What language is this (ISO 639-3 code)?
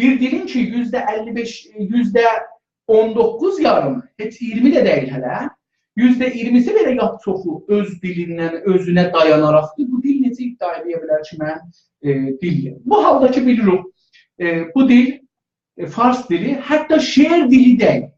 azb